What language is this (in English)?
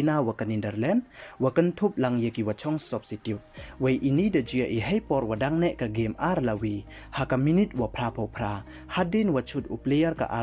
Pnar